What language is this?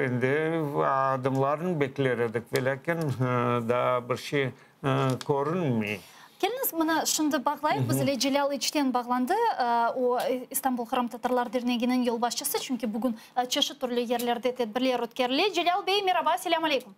Crimean Tatar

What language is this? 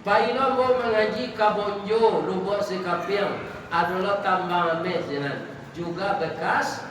Minangkabau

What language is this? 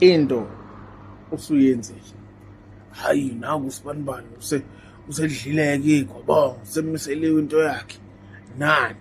Zulu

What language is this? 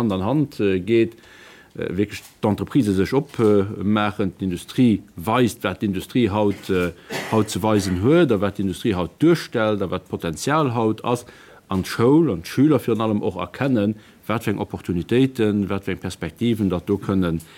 Luxembourgish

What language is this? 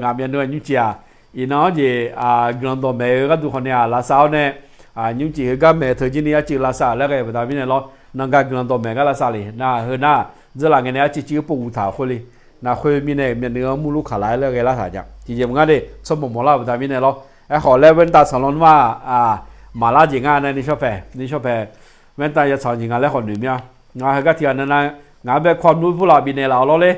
Akha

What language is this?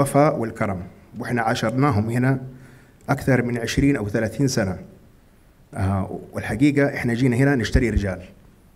Arabic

